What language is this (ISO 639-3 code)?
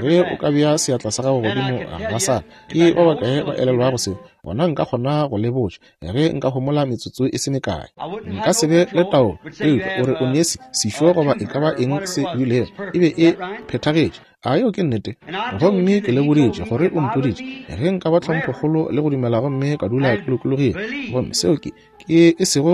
nso